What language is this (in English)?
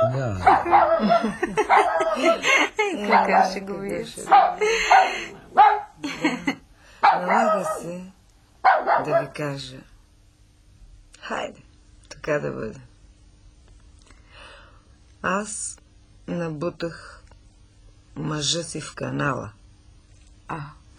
Bulgarian